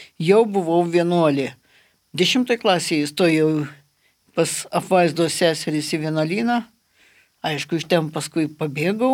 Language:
Lithuanian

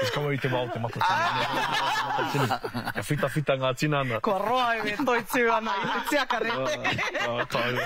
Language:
Māori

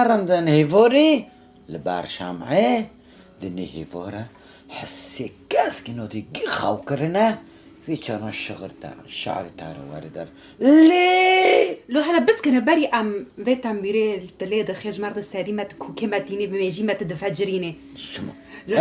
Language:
Kurdish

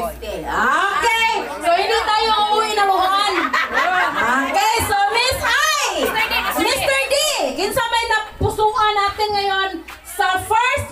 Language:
Filipino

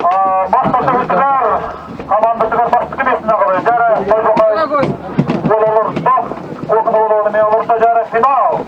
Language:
Yakut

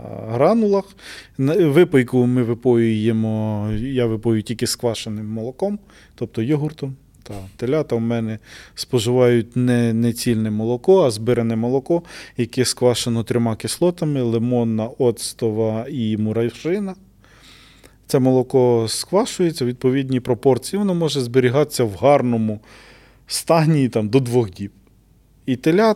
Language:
Ukrainian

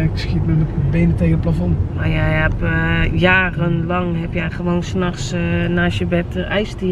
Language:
Dutch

